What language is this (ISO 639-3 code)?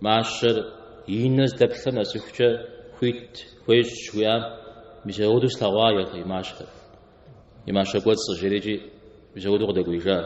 kbd